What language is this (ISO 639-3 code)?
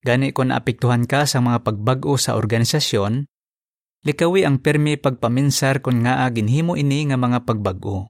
hil